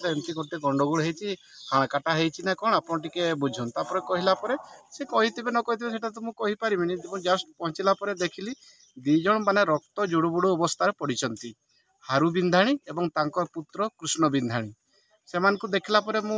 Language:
Odia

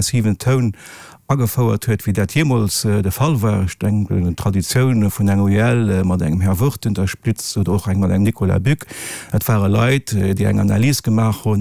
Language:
Luxembourgish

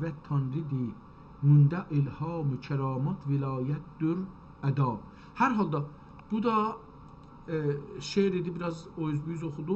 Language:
South Azerbaijani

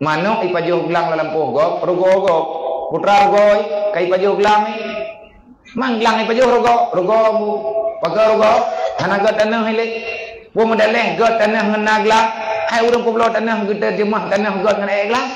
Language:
Achinese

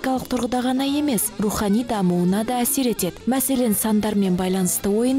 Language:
Kazakh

